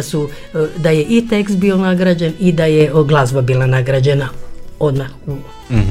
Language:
Croatian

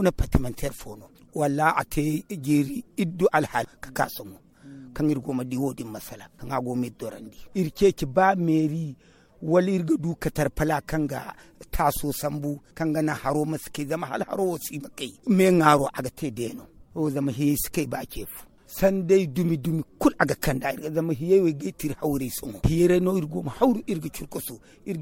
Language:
Zarma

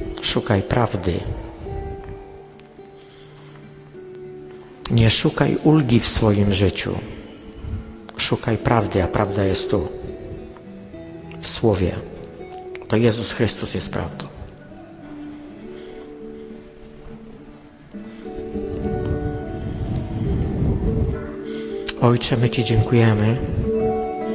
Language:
Polish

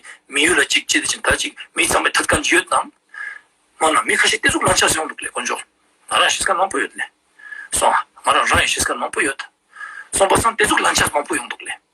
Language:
Ladakhi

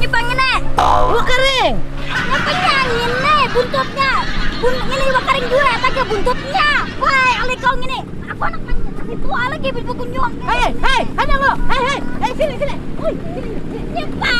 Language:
Banjar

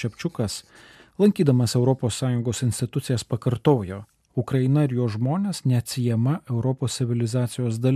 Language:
Lithuanian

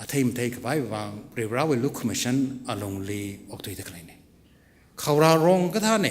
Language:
Tangkhul Naga (India)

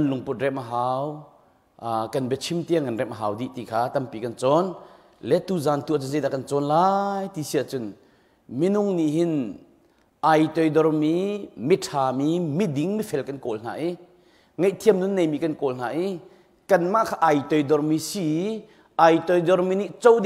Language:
Hakha Chin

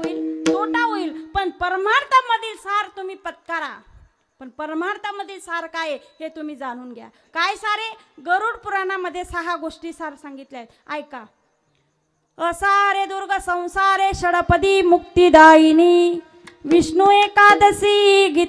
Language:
Marathi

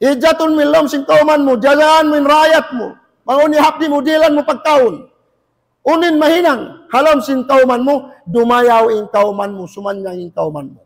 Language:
Tausug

